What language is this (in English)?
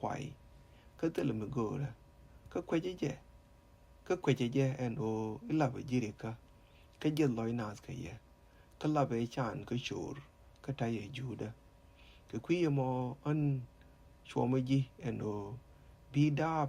Nuer